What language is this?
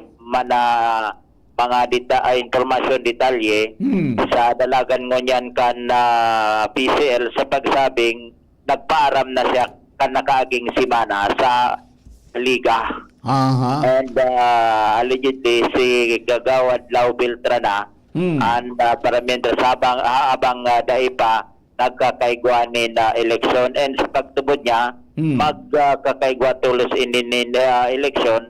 Bikol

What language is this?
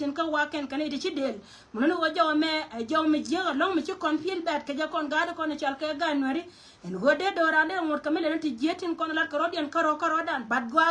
Nuer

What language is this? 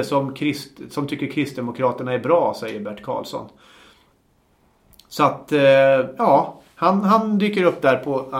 Swedish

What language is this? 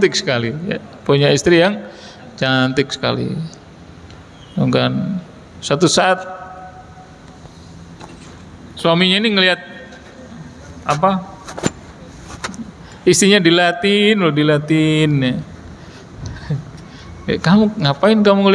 Indonesian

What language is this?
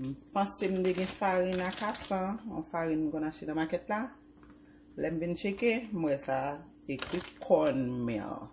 Haitian Creole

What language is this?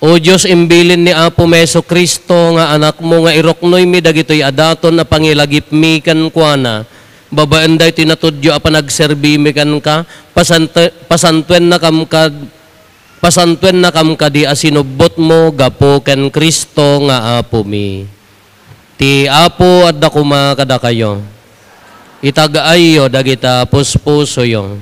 Iloko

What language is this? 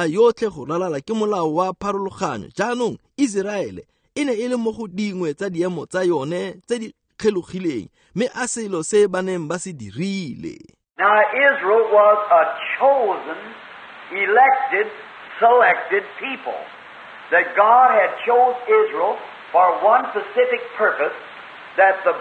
Tswana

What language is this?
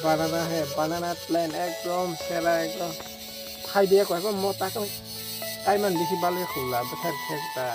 Kok Borok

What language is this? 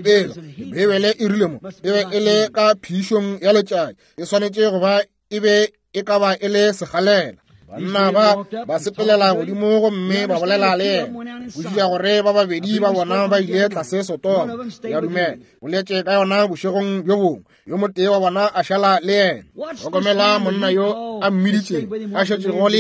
Northern Sotho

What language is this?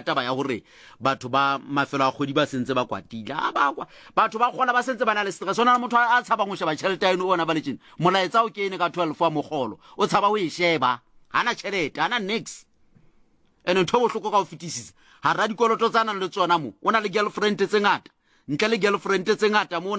Southern Sotho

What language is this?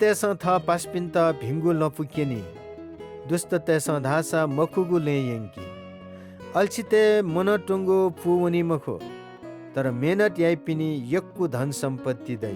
Newari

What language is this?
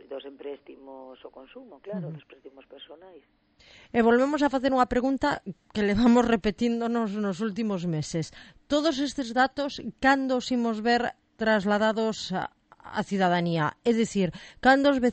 Galician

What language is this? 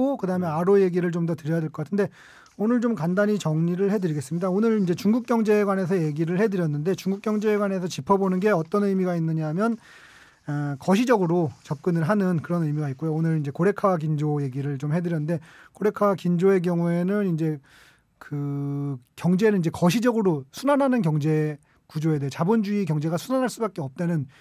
Korean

